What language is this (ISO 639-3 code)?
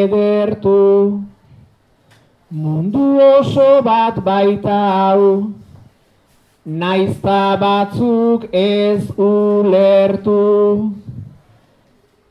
eus